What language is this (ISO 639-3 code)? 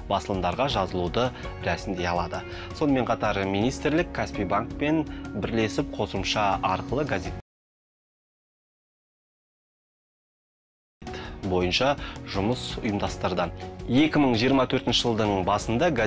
kaz